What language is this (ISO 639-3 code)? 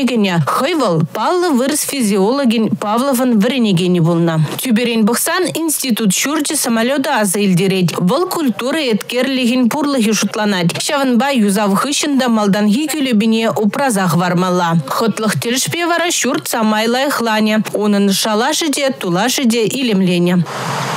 chv